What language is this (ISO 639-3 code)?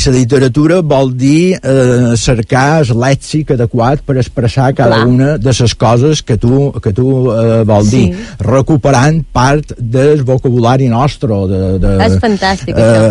cat